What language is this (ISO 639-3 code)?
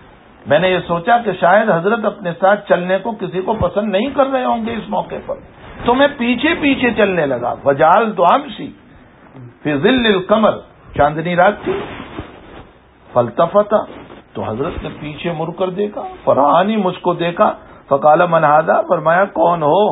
urd